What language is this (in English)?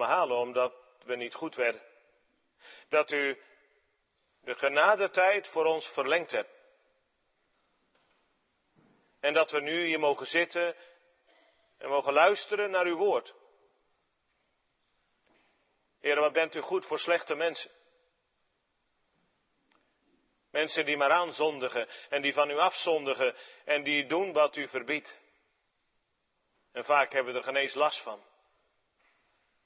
Dutch